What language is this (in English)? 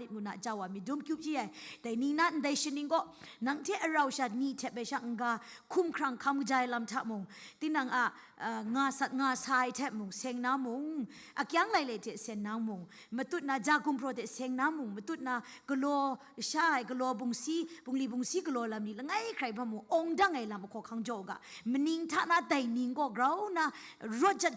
Kachin